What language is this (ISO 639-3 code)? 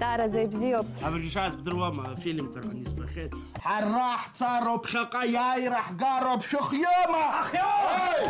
abk